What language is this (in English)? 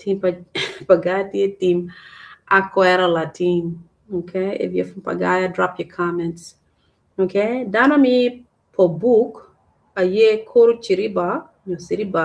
Acoli